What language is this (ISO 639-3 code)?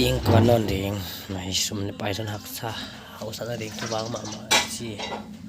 pck